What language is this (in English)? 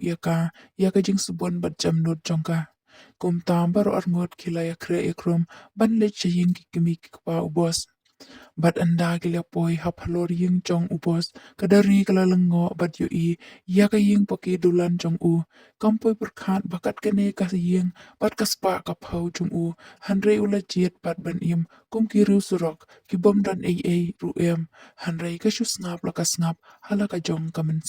Khasi